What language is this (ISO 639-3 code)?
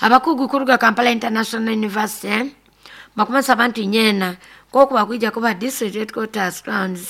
nyo